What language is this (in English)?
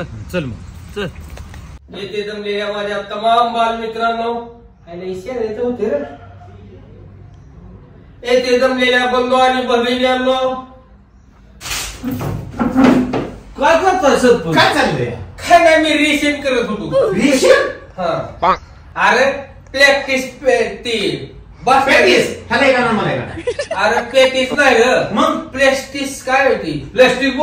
Marathi